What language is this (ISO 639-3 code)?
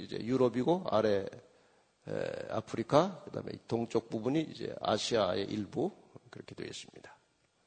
kor